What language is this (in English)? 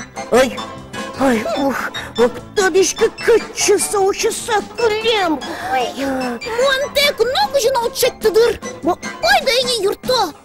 Udmurt